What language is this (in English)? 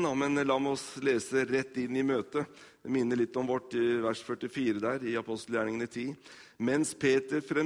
Norwegian